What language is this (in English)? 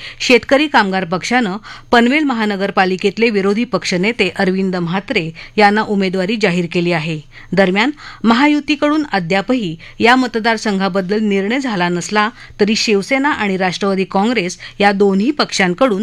Marathi